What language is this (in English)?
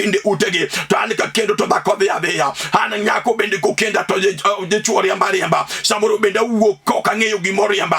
Luo (Kenya and Tanzania)